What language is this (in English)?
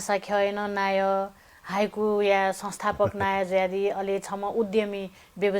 Newari